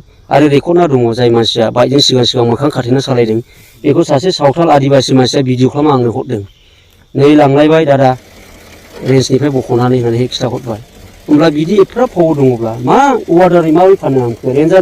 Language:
Bodo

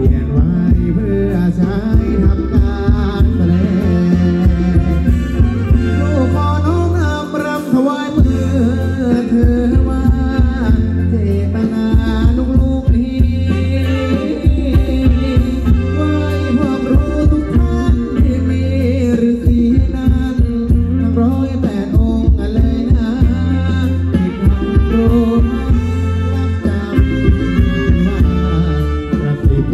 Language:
Thai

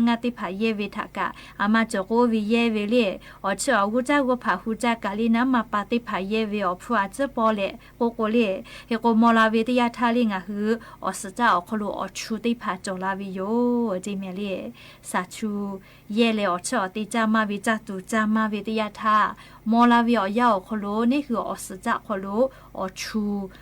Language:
Lahu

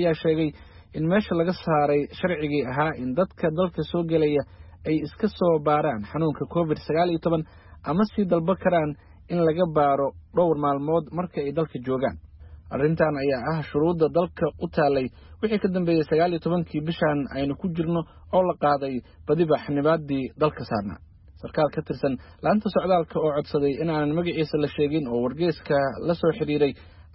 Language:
Somali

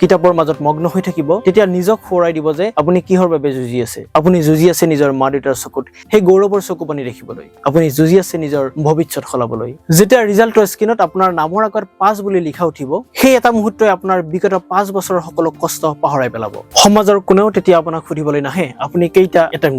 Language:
Assamese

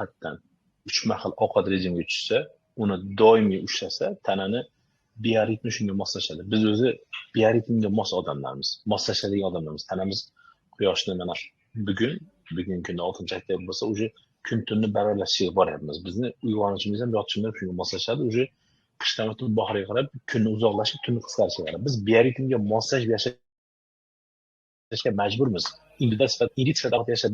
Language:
Uzbek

